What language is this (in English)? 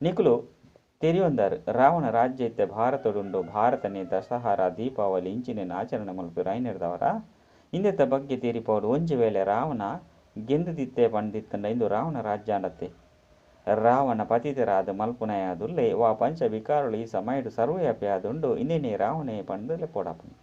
Tulu